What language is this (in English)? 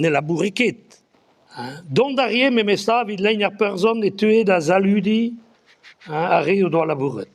Breton